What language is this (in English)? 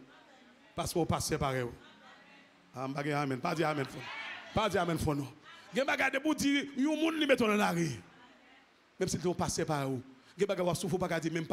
French